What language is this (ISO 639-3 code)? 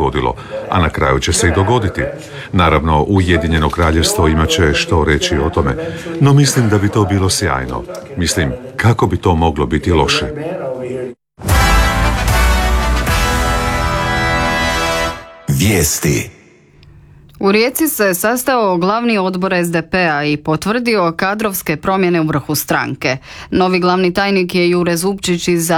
hrv